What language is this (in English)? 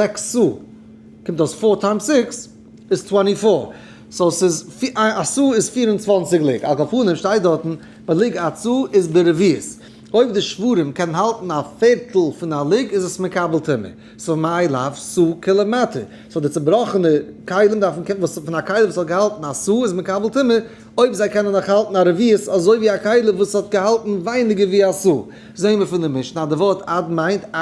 Yiddish